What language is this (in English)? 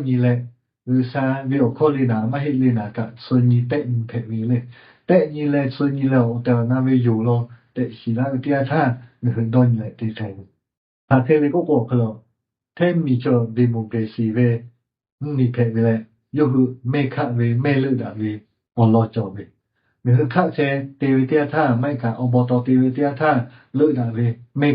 Lahu